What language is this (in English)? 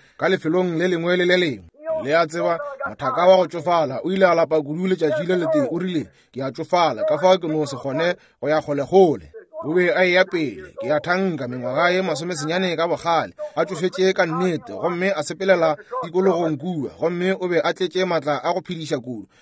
Northern Sotho